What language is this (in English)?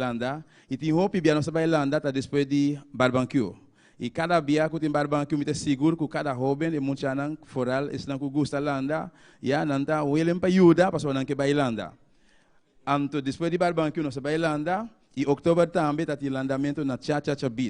Papiamento